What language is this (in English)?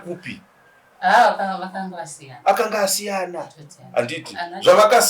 Shona